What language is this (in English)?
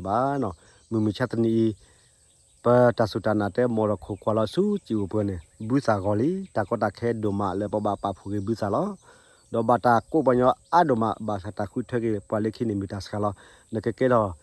S'gaw Karen